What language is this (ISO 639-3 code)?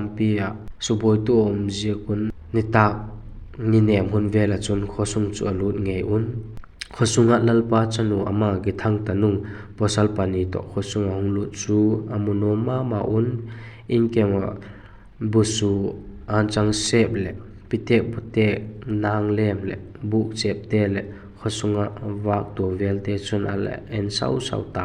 vap